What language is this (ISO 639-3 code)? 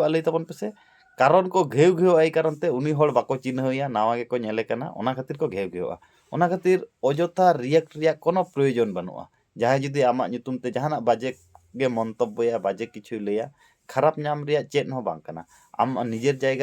sat